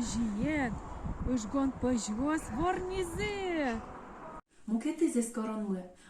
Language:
Udmurt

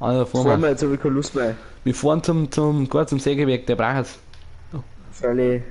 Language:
Bavarian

